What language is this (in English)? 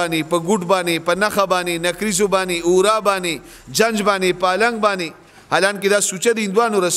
Pashto